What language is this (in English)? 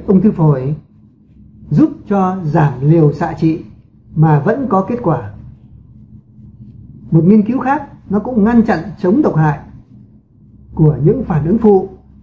Vietnamese